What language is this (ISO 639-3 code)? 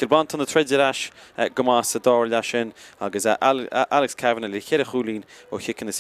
gle